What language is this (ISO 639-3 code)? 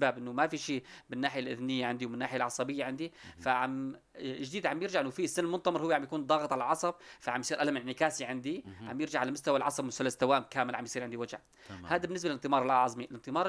apc